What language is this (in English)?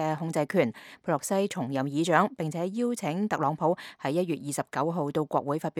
Cantonese